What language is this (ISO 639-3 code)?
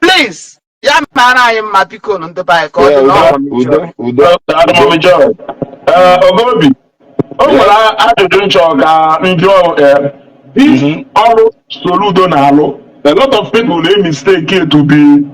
ibo